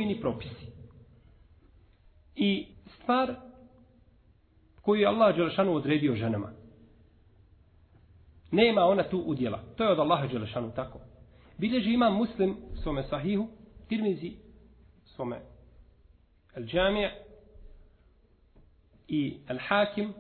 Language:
Bosnian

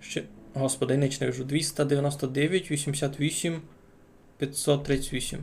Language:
Rusyn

